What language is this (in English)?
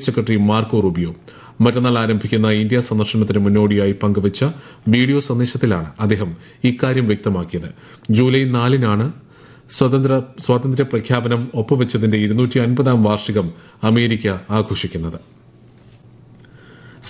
Malayalam